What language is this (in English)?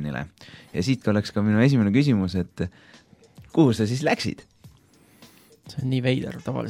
Estonian